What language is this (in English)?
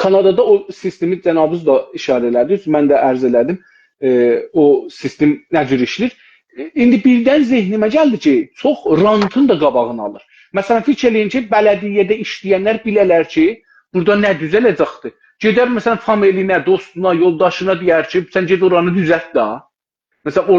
South Azerbaijani